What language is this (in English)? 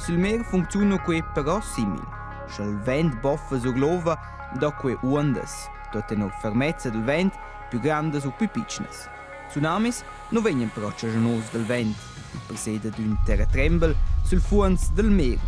Romansh